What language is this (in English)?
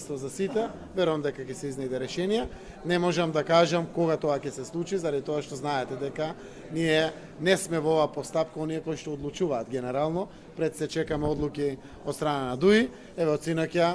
Macedonian